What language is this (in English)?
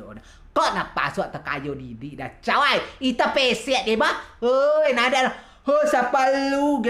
Rejang